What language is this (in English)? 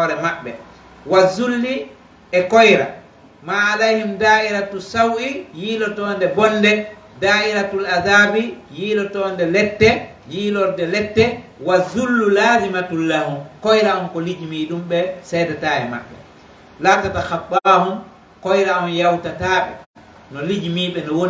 Pular